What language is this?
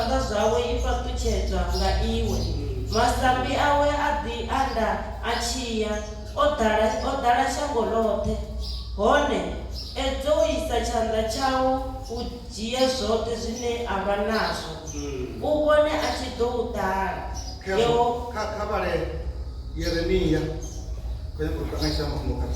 Venda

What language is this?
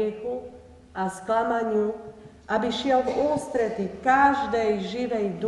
Slovak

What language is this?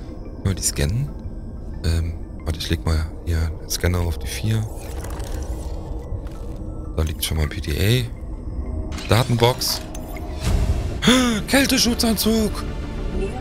German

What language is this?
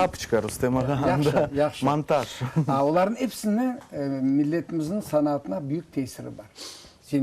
Crimean Tatar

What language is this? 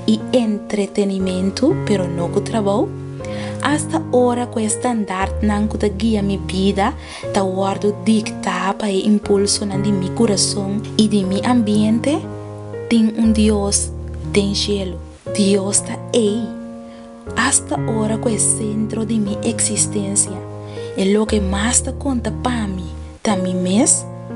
Papiamento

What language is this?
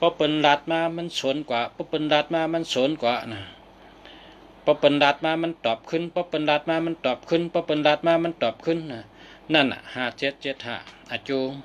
Shan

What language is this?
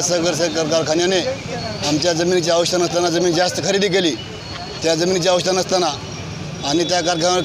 Marathi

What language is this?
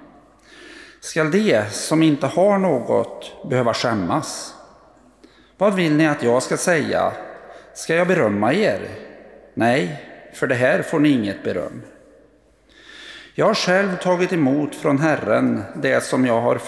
Swedish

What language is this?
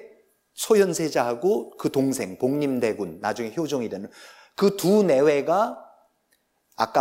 Korean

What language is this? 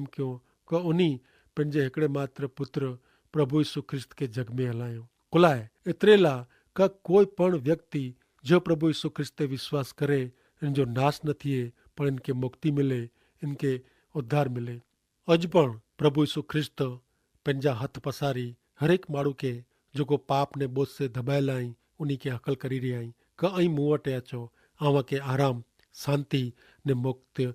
Kachhi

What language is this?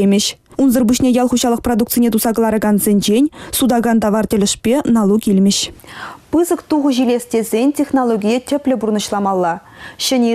Chuvash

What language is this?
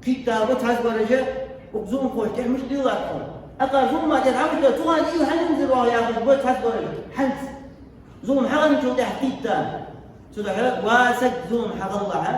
Ingush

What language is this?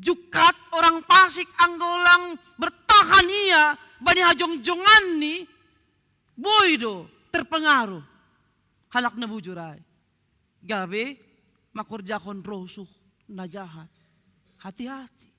Batak Simalungun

